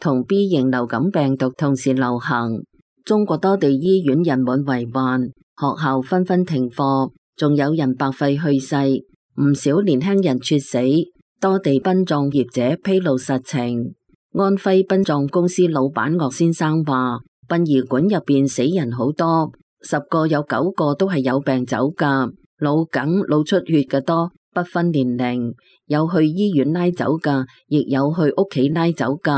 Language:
Cantonese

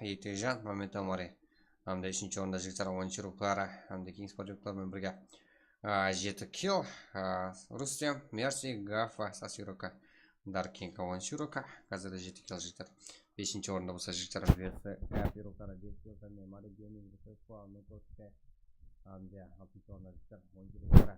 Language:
Kara-Kalpak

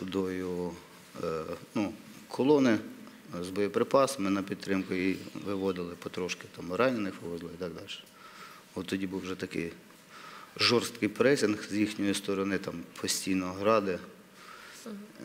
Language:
Ukrainian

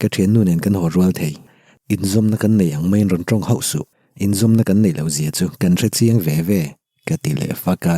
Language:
Mizo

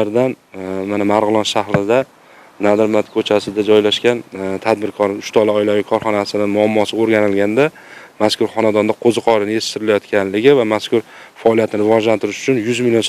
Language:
Uzbek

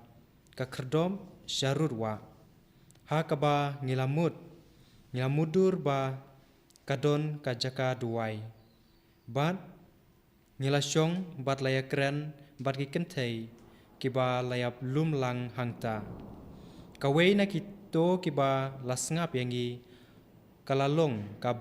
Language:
Khasi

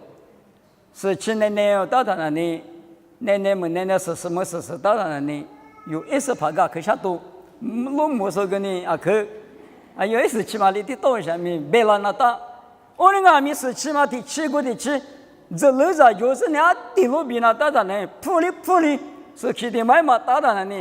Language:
Lisu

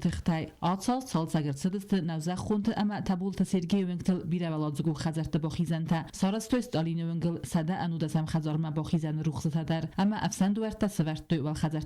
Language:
Ossetic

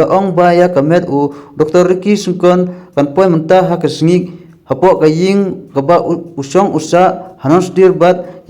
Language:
Khasi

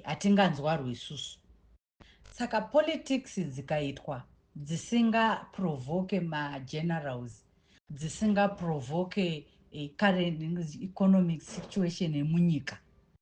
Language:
Shona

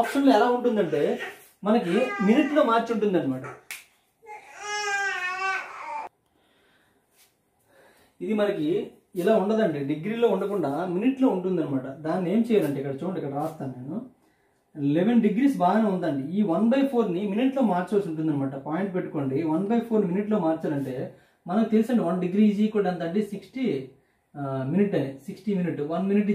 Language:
Telugu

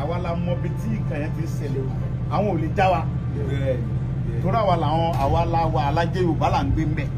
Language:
Yoruba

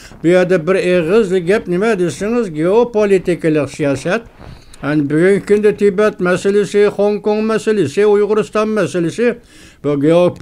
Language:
Uyghur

